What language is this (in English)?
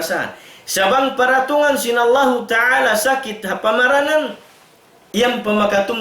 Tausug